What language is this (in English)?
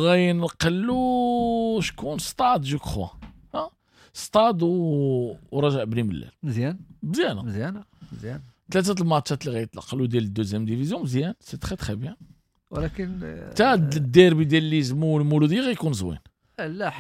Moroccan Arabic